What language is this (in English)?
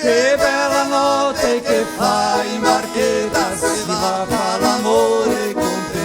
Venetian